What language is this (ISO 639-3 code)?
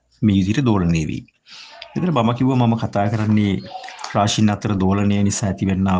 sin